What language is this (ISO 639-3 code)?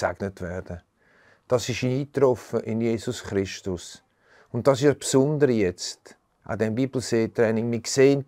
gsw